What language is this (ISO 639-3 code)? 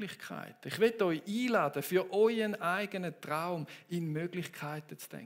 gsw